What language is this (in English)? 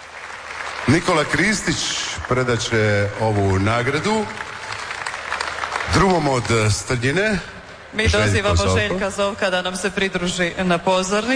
Croatian